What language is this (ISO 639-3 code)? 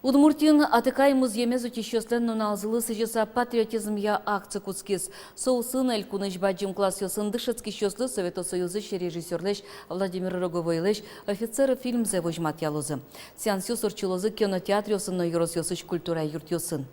udm